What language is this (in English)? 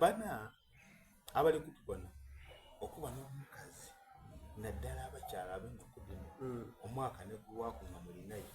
Soga